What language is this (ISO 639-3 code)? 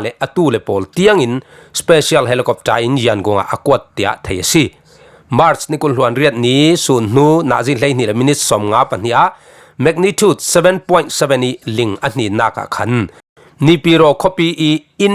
cfm